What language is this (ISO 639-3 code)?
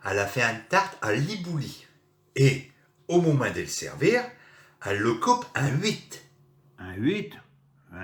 pcd